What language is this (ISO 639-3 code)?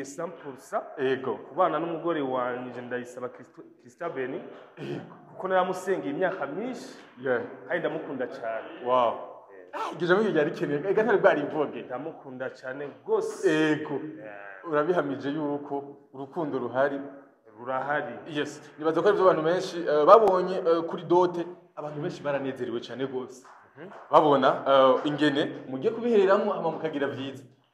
run